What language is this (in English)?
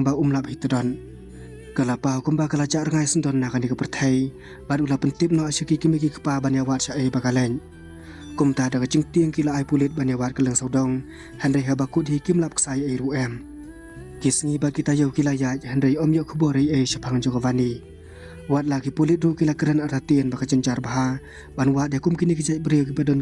Khasi